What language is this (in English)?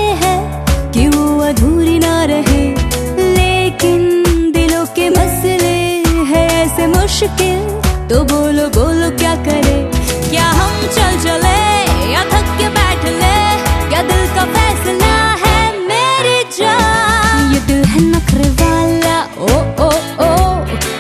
Hindi